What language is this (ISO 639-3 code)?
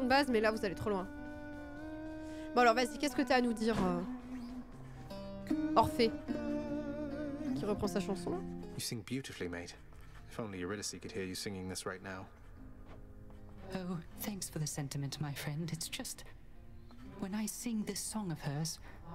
fra